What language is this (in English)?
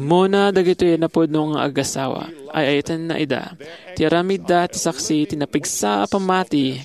Iloko